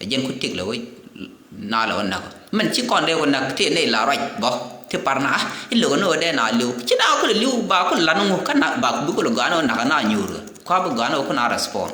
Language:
Nuer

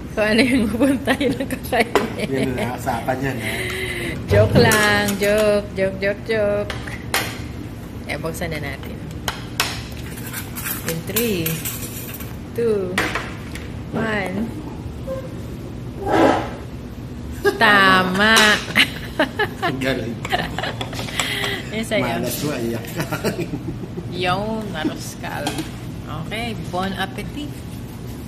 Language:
Filipino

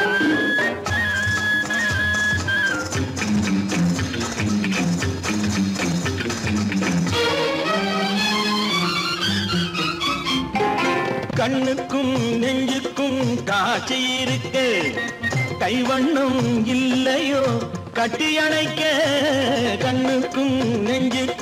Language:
Tamil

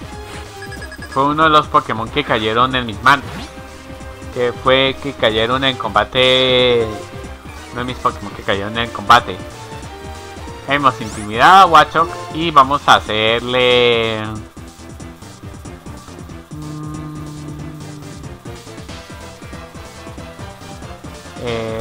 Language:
Spanish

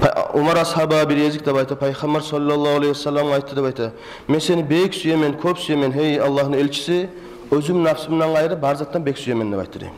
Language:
Kumyk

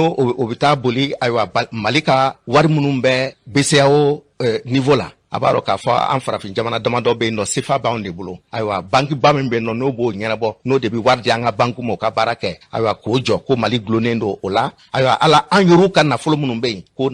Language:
Bambara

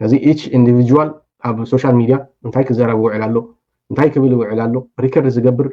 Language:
Tigrinya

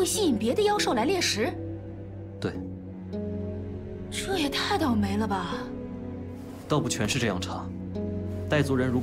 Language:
Chinese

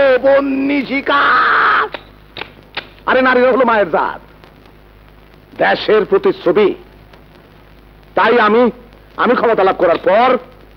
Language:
Bangla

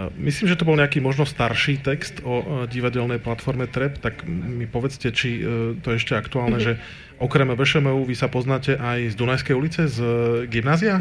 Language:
Slovak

